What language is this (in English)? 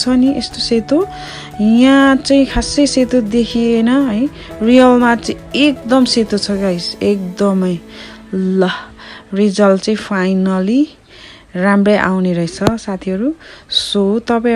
Nepali